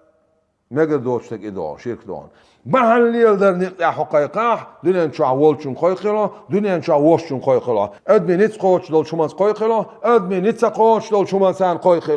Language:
Chechen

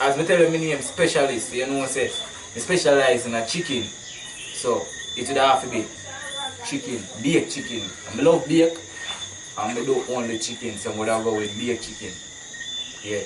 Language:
Jamaican Creole English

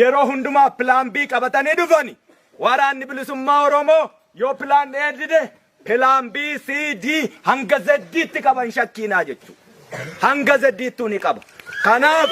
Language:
Oromo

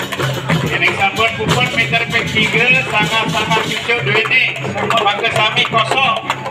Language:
Balinese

